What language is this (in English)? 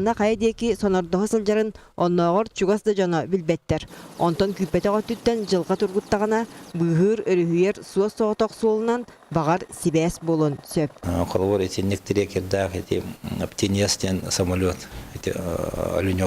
Yakut